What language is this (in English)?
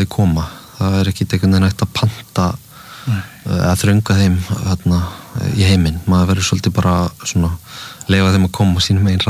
Icelandic